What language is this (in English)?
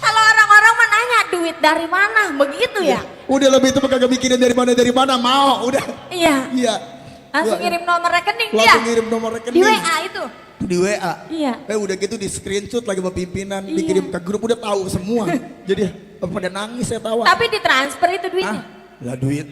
Betawi